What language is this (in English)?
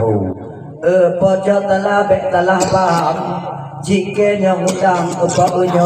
Achinese